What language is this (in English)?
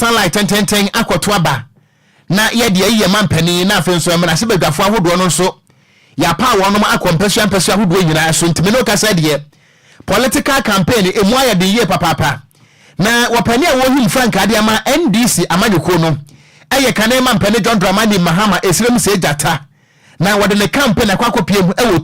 Akan